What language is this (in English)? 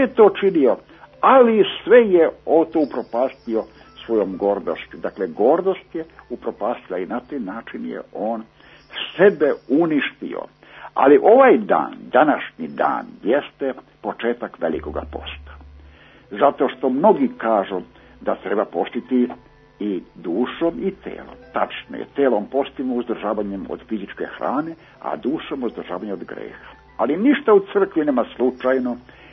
Serbian